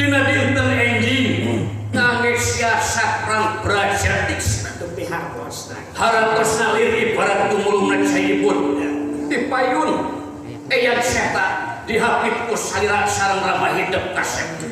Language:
Sundanese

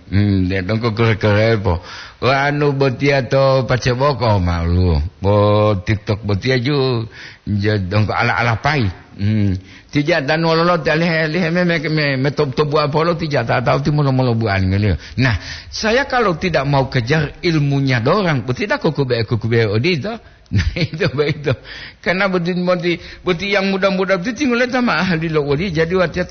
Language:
Gorontalo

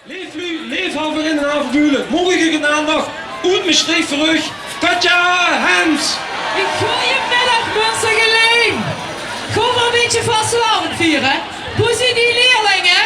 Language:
Limburgish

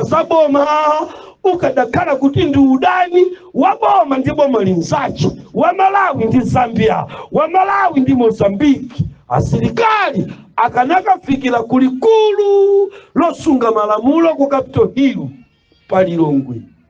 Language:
Nyanja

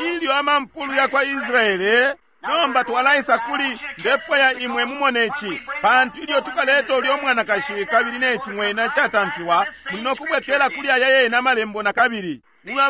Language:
Bemba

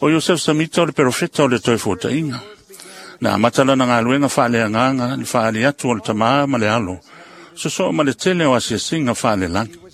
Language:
Samoan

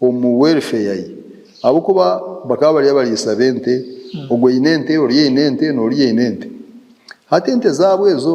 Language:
Nyankole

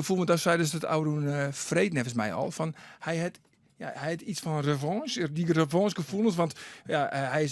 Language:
Western Frisian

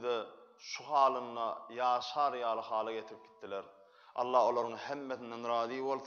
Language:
Turkmen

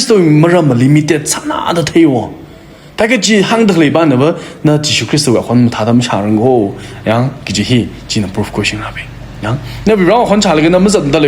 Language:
Tangkhul Naga (India)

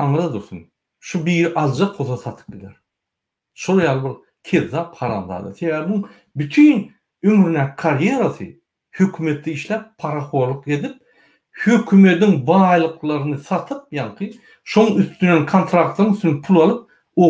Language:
Turkmen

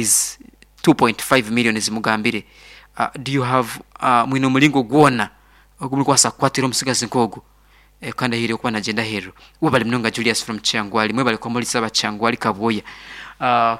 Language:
Nyankole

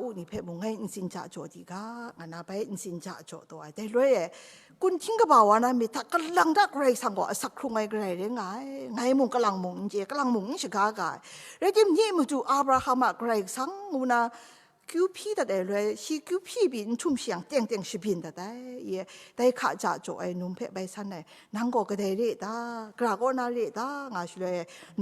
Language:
Kachin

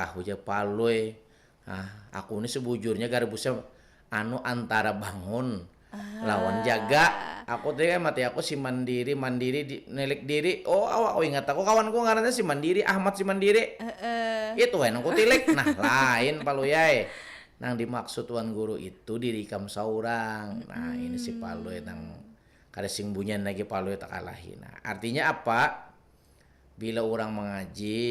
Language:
Banjar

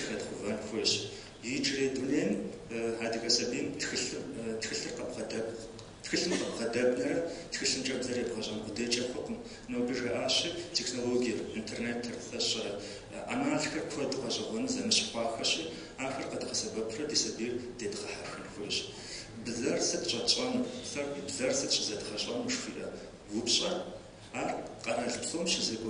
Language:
Kabardian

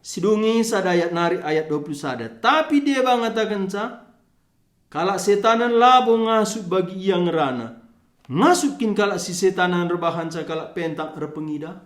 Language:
Batak Karo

